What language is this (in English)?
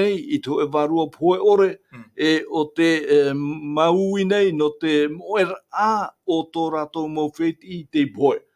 Tahitian